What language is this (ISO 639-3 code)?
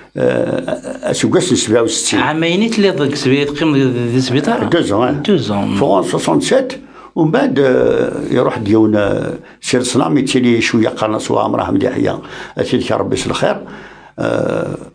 kab